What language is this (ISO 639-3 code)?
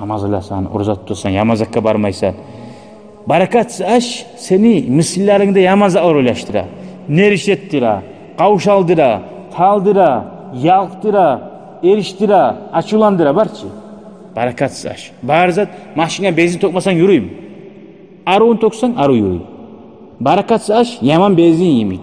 kum